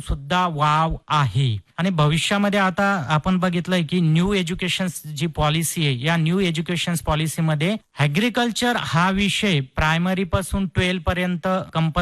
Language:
Marathi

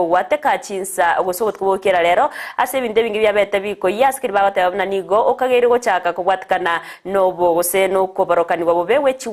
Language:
Gusii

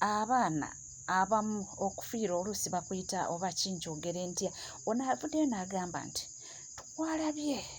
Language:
Ganda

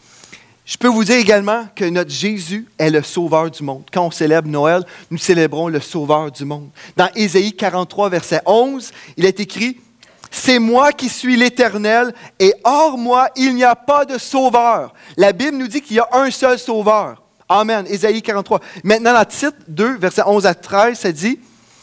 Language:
French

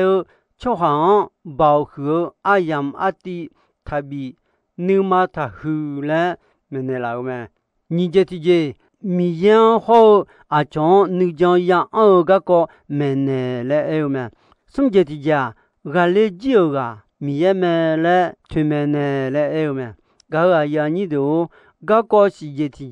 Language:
Akha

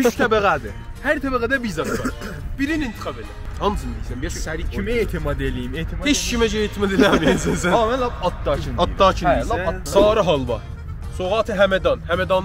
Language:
South Azerbaijani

